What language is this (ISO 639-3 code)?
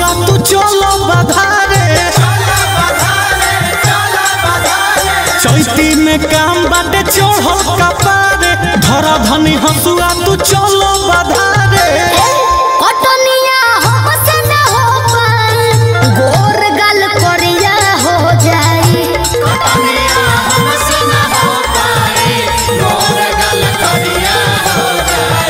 bho